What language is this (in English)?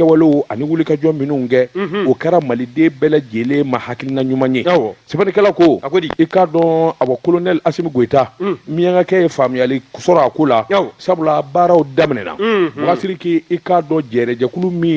Bambara